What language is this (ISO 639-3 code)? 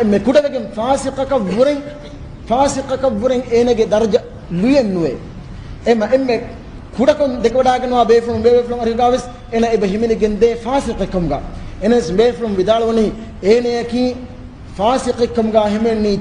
div